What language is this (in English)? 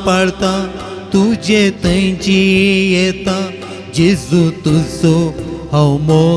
Konkani